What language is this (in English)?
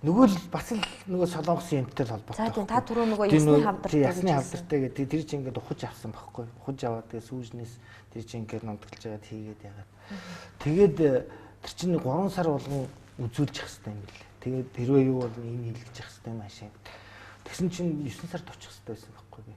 Mongolian